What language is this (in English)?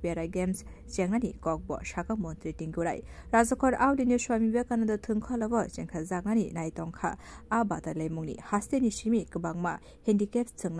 Kok Borok